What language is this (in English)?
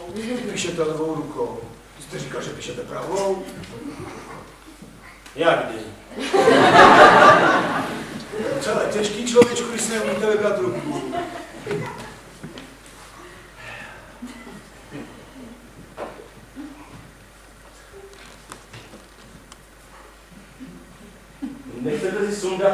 Czech